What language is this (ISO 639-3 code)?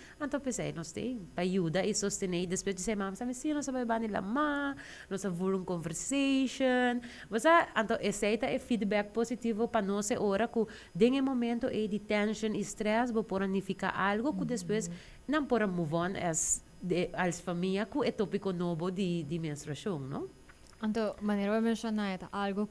pap